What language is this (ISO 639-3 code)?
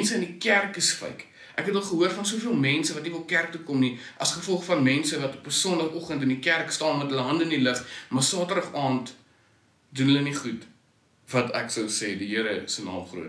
afr